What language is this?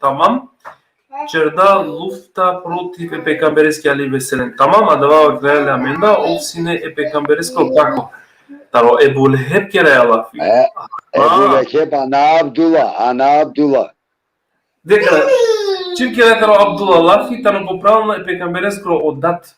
Balkan Romani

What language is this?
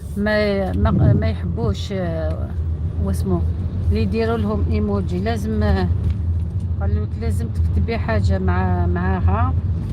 Algerian Arabic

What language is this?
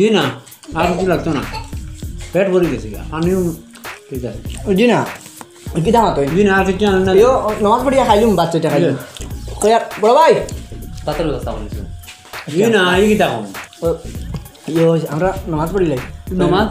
Sylheti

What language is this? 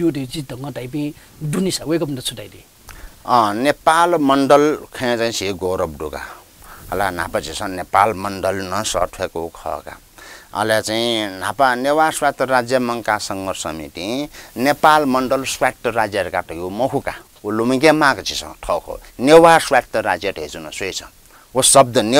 Newari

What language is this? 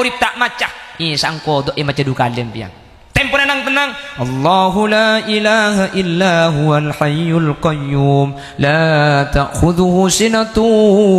Madurese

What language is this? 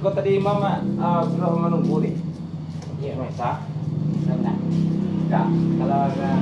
Minangkabau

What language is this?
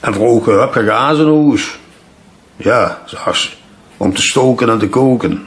Limburgish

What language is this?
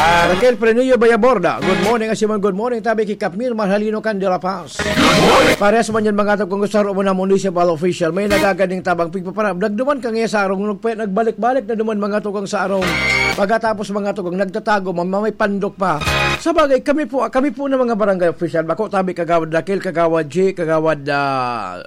Bikol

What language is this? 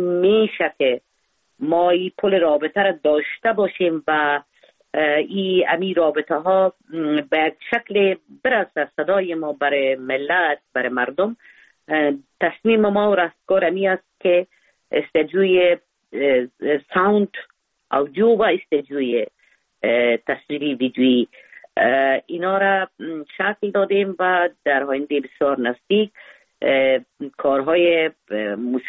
Persian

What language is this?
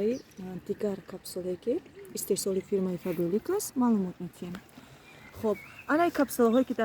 Tajik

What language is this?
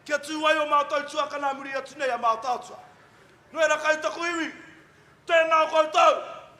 Māori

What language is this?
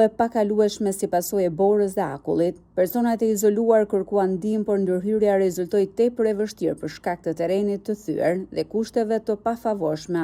Albanian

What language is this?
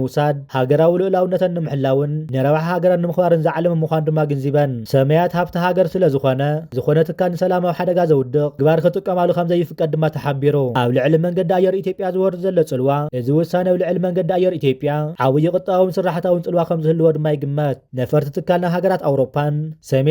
Tigrinya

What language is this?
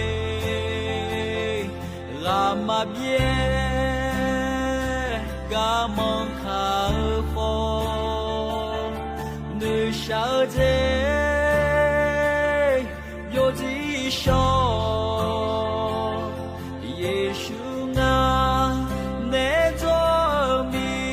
Akha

